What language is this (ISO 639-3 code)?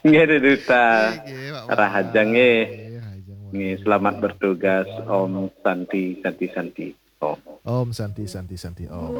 ban